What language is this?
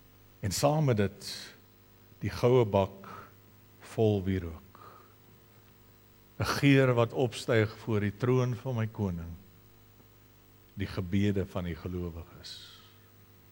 Afrikaans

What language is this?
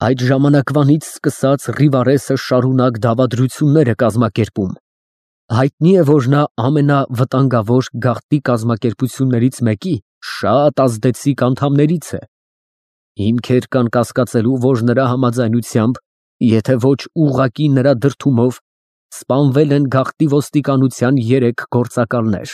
Armenian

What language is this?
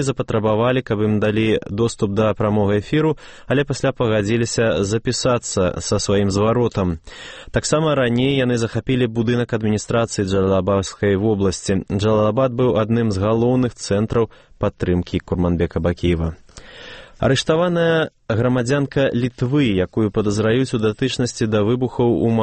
Belarusian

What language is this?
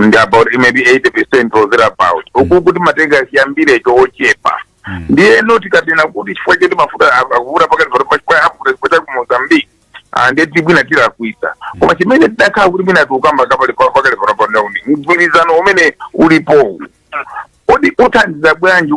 Nyanja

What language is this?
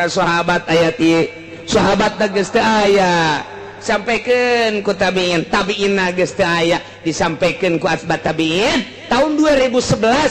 Sundanese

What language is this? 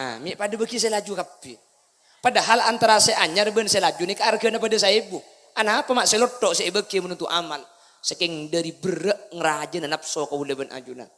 Madurese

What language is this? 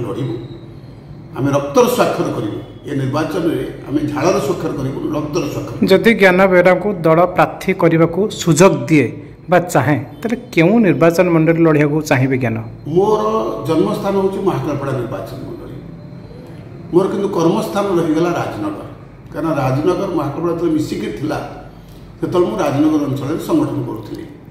Odia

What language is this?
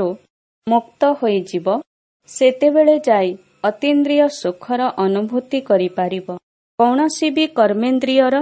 Odia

